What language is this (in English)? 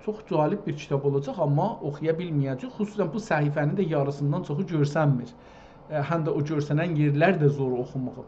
South Azerbaijani